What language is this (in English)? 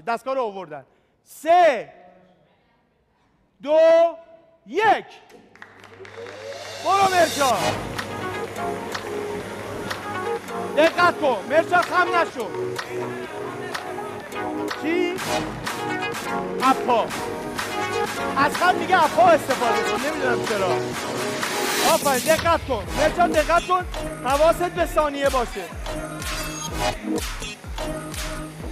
Persian